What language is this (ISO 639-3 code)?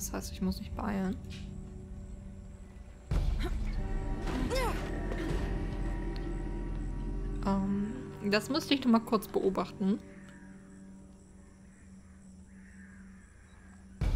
deu